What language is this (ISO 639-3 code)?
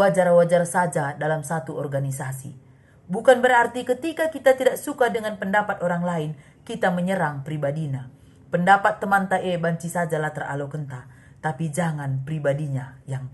btx